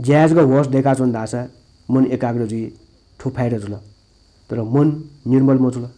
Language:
Newari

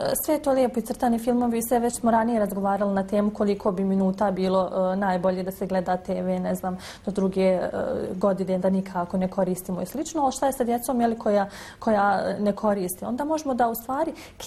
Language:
Bosnian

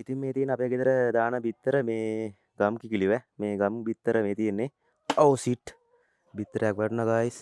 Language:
Sinhala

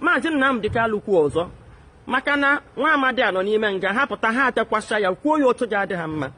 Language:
Igbo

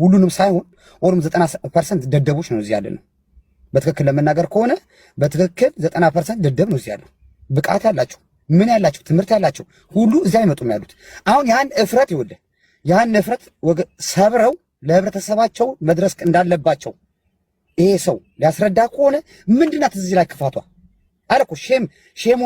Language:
Amharic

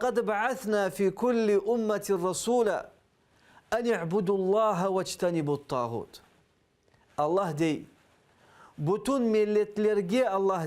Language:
Crimean Tatar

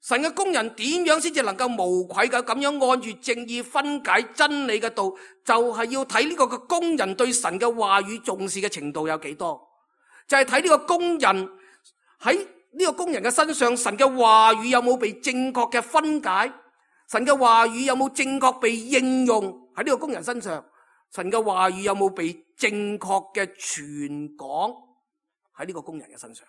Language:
Cantonese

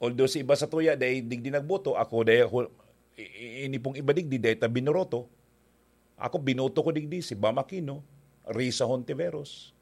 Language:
Bikol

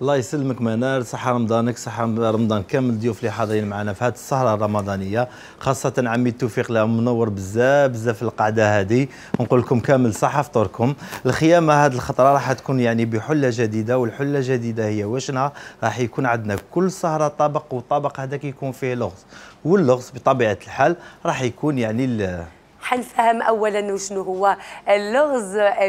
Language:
Algerian Arabic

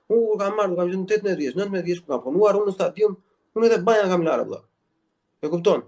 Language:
Albanian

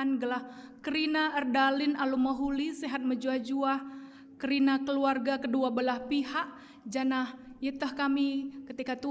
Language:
Batak Karo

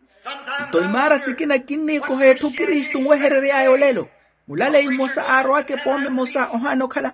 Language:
Makhuwa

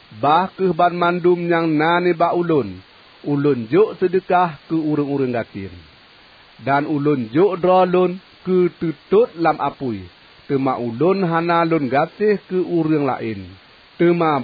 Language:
Achinese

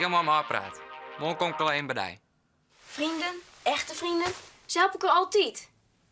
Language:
Western Frisian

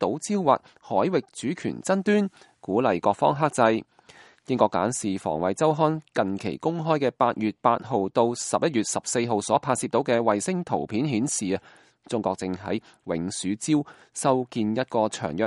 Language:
Cantonese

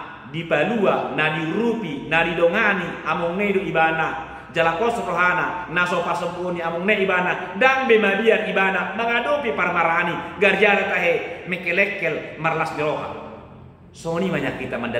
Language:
Batak Toba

